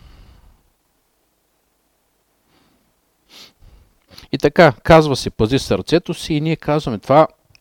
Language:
Bulgarian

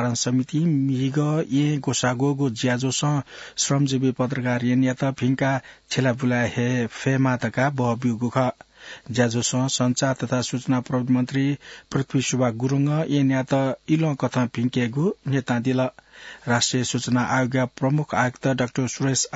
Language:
Newari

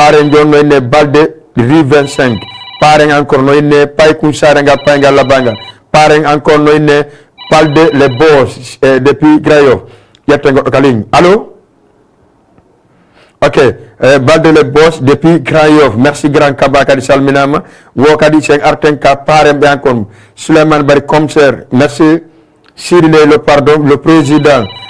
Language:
Fula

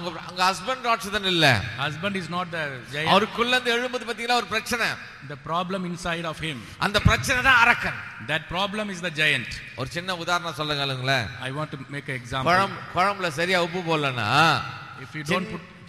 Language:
Tamil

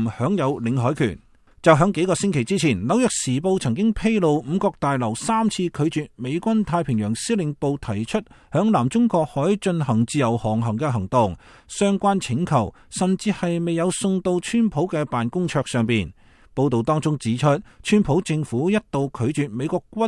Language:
Cantonese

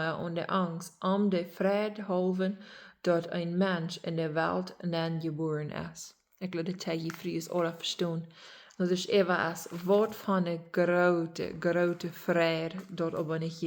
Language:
Plautdietsch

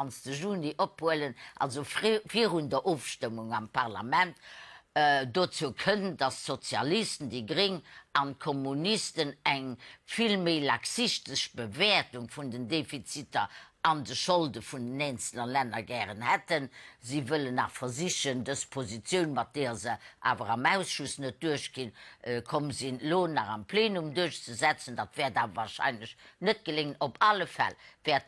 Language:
Luxembourgish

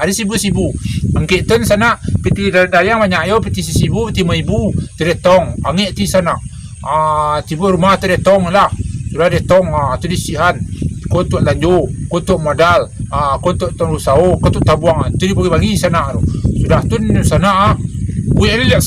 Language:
Minangkabau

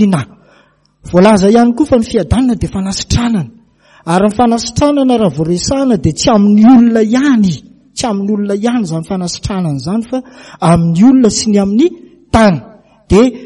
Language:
Malagasy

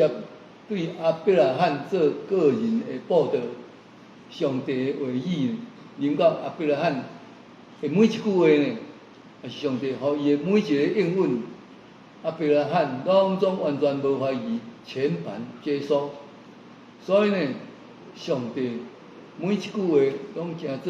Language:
Min Nan Chinese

